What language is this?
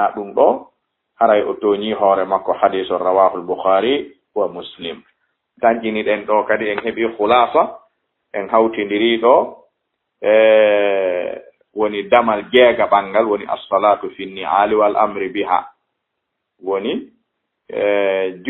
Fula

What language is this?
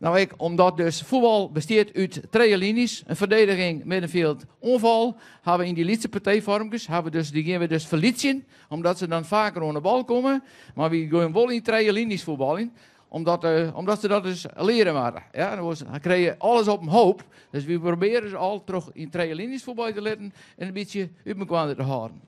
Western Frisian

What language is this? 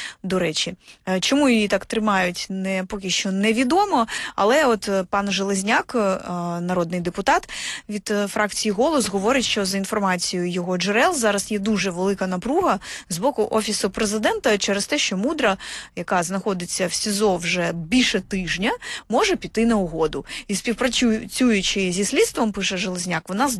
Ukrainian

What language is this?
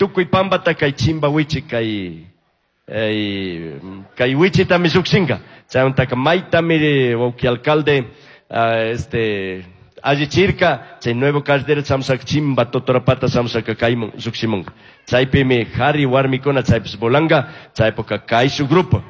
Chimborazo Highland Quichua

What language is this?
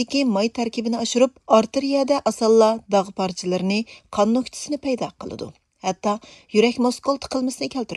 Uyghur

